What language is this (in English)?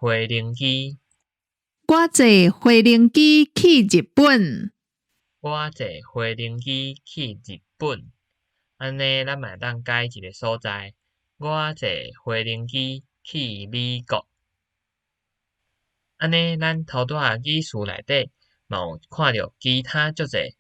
Min Nan Chinese